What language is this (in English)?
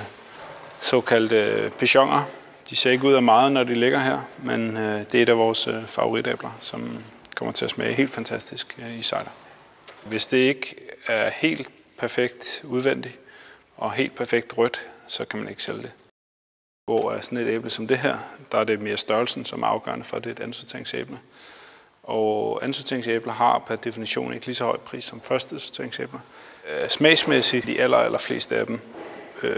Danish